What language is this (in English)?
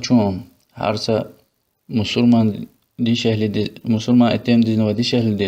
Lezghian